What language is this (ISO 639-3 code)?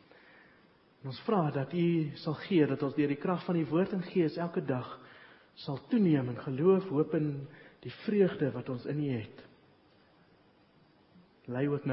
afr